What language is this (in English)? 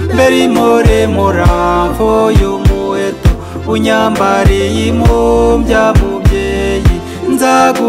Kinyarwanda